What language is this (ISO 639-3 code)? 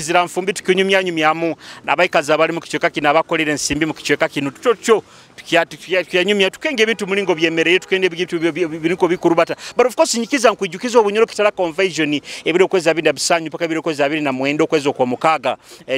nyo